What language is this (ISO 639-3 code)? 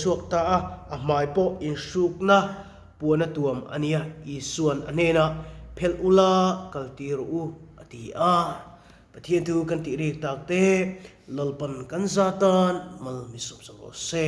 lus